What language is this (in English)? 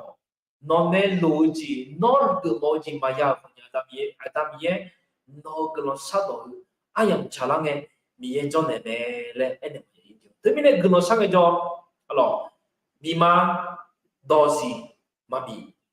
Akha